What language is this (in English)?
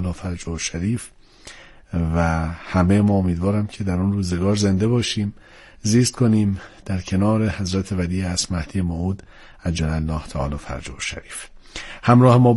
Persian